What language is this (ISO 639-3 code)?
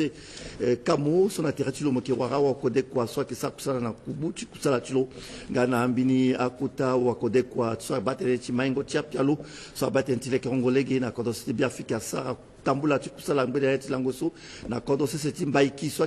sag